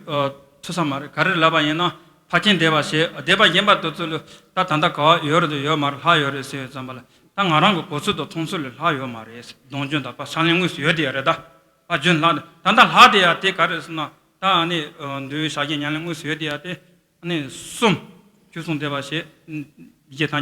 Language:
Tibetan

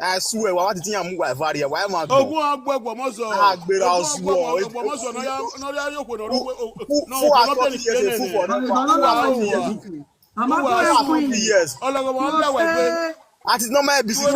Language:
Nigerian Pidgin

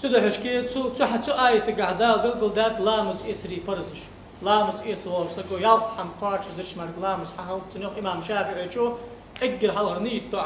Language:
Ingush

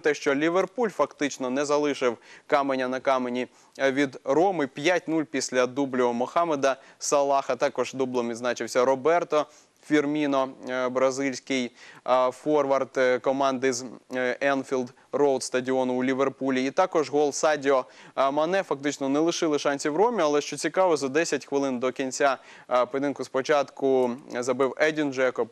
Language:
Ukrainian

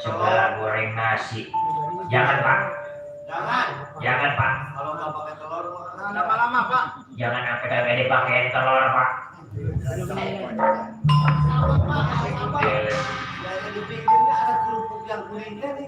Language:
Betawi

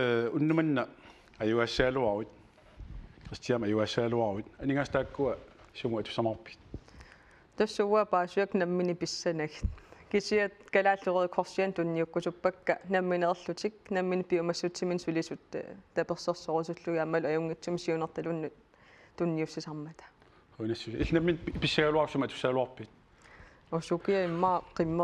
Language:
Kalaallisut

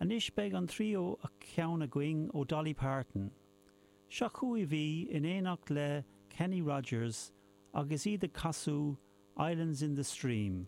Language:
Irish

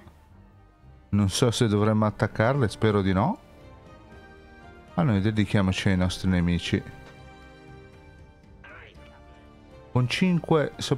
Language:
Italian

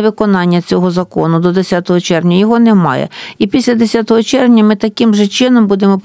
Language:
Ukrainian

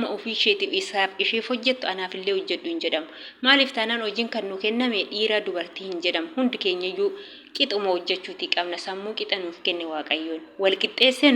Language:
Oromo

